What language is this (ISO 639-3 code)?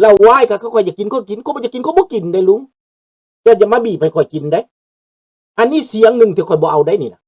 lao